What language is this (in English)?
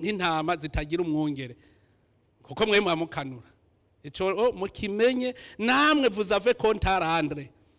Rundi